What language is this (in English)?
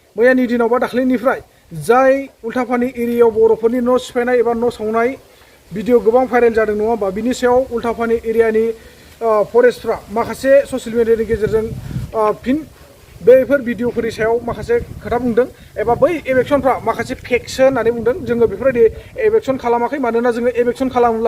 Bodo